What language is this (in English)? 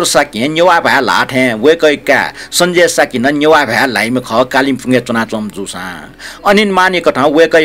Newari